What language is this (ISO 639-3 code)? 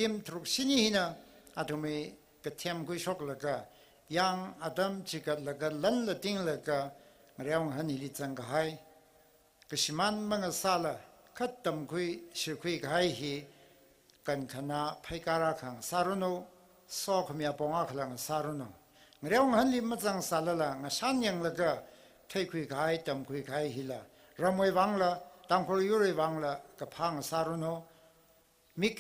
nmf